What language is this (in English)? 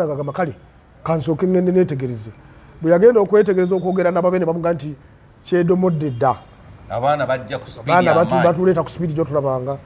Ganda